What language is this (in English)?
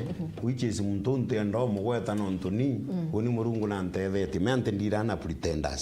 Meru